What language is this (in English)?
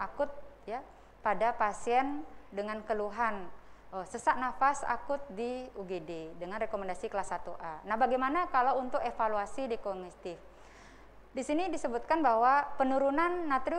Indonesian